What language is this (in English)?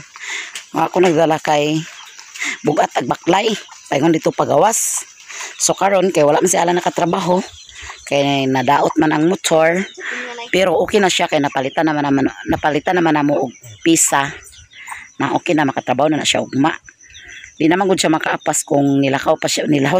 Cebuano